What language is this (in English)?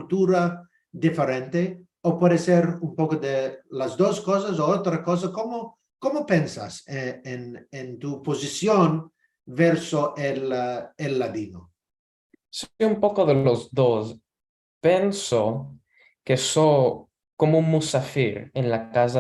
Ladino